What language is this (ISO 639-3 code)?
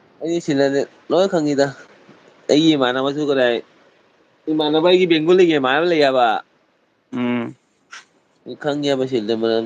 mni